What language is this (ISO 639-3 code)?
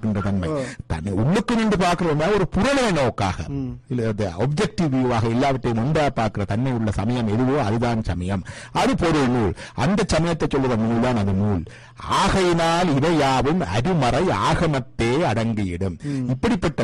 tam